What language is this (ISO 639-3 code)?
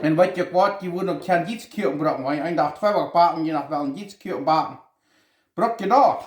pdt